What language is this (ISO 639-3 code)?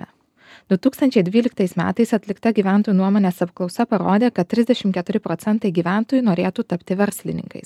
lit